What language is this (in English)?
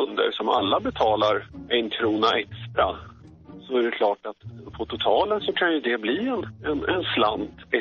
Swedish